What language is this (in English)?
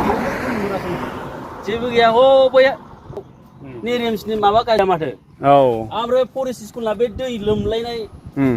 Bodo